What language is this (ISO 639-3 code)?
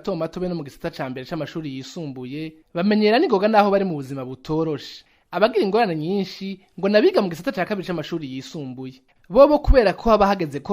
run